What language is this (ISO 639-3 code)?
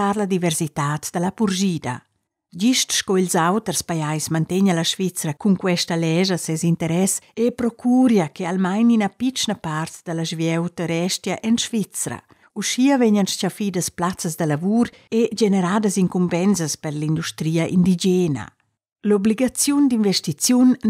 roh